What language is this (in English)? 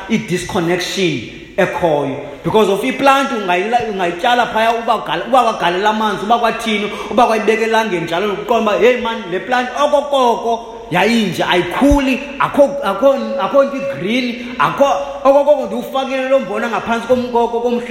Xhosa